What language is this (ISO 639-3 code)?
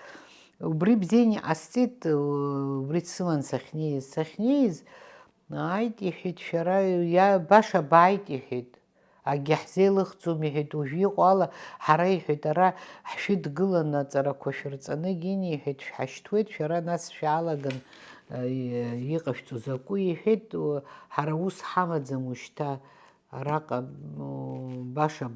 abk